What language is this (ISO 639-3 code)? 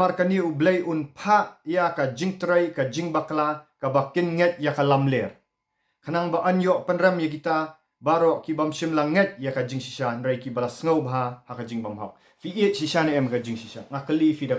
kha